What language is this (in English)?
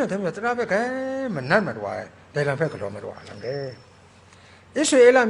Kachin